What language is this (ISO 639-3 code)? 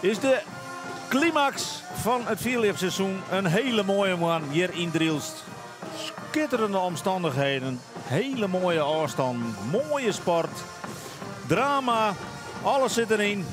fry